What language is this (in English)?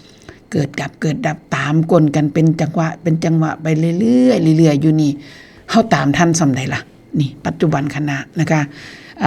Northeastern Thai